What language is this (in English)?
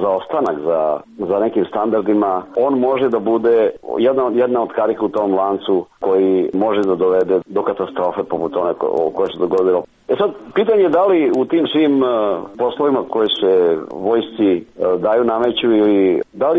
Serbian